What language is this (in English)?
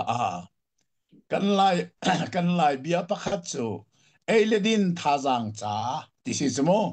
Hakha Chin